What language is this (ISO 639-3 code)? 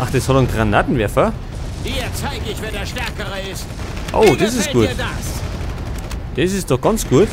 bar